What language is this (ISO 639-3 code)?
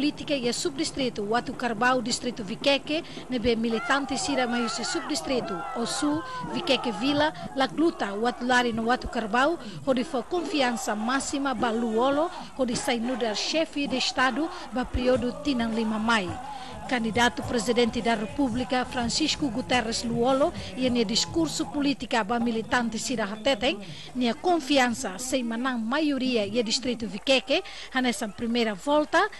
tet